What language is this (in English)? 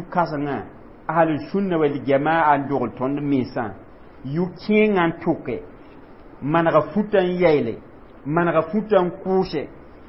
Mossi